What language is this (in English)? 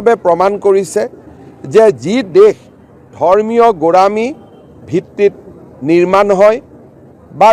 Assamese